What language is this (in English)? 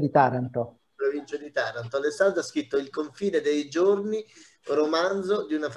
Italian